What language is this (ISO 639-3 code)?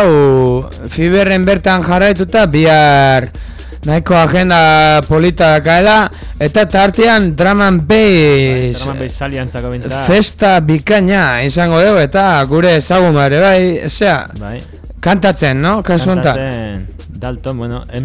eus